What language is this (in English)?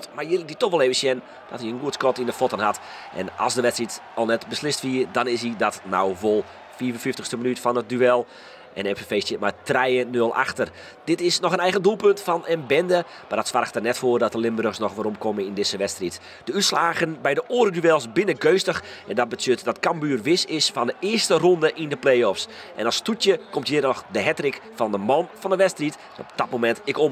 Western Frisian